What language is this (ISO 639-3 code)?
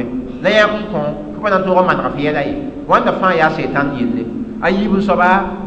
mos